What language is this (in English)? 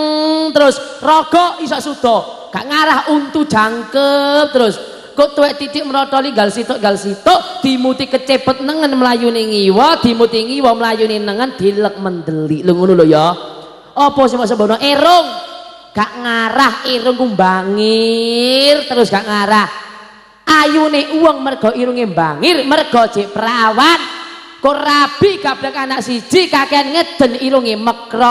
Javanese